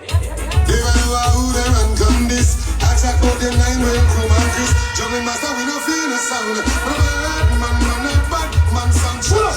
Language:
Jamaican Creole English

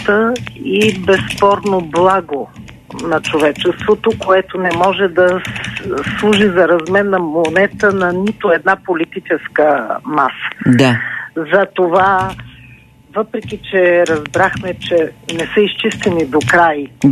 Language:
Bulgarian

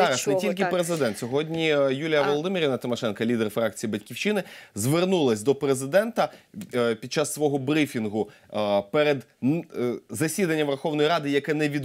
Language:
Ukrainian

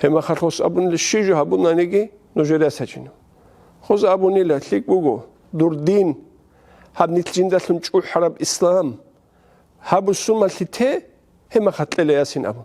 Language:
Avaric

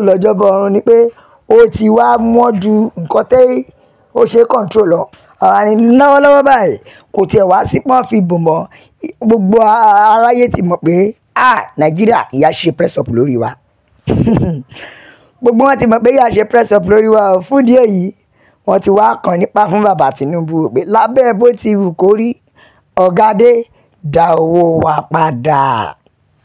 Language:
Yoruba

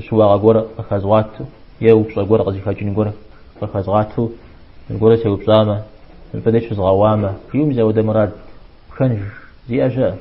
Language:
Kabardian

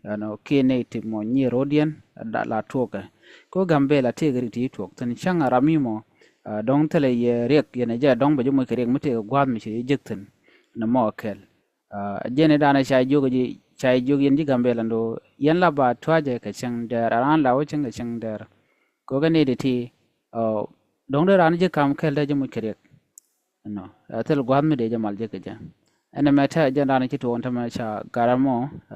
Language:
Nuer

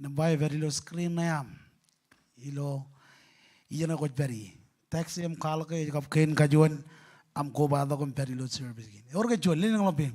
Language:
Marshallese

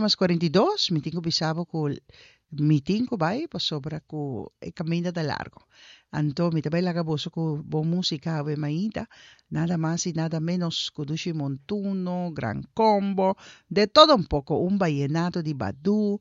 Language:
Papiamento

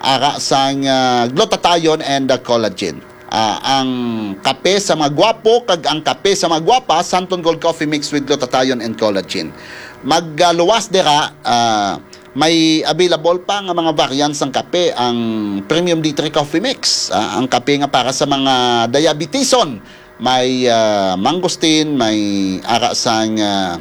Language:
Hiligaynon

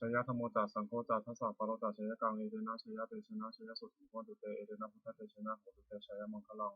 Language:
Pali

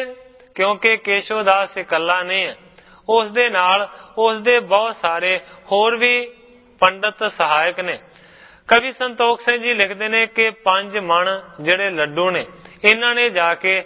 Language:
Punjabi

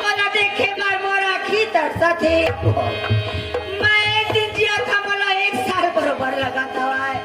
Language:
Chhattisgarhi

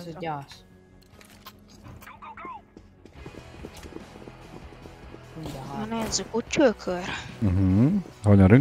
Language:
Hungarian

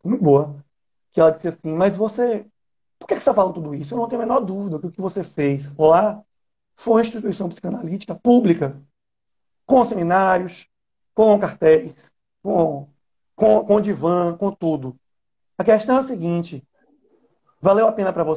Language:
Portuguese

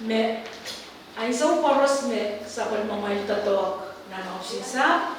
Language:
Pohnpeian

